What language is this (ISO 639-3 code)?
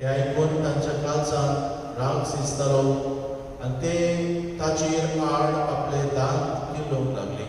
kok